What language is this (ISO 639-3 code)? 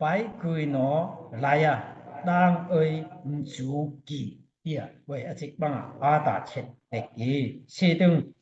dao